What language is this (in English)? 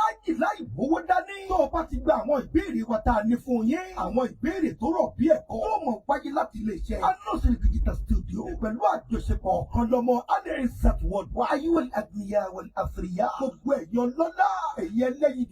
Yoruba